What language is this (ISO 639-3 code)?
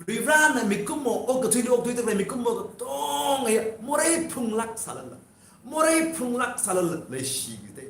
nmf